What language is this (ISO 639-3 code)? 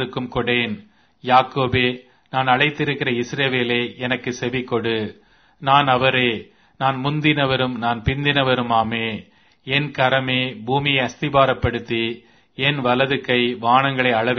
tam